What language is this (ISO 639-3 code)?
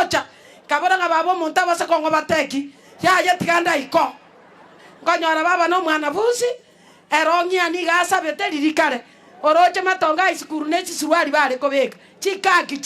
guz